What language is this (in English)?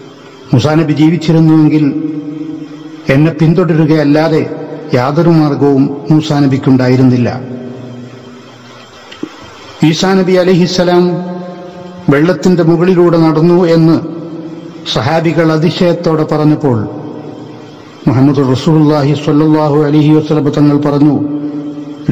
Malayalam